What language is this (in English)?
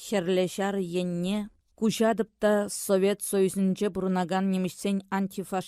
Chuvash